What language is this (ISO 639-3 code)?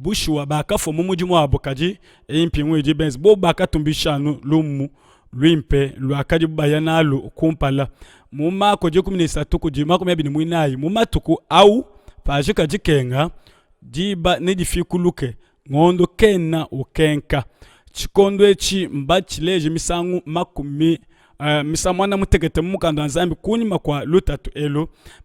lua